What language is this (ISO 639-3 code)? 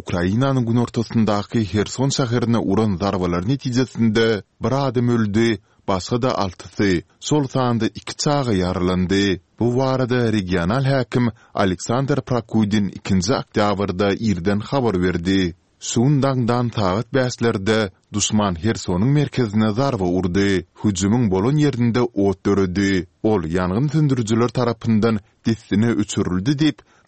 tuk